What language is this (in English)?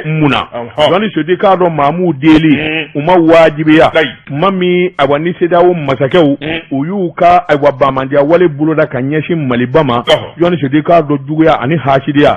Bambara